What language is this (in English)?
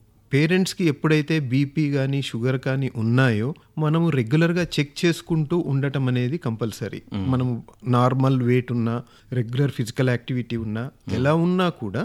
Telugu